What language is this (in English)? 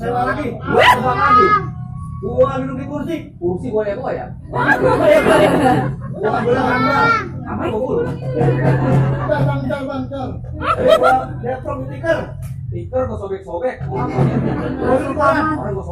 Betawi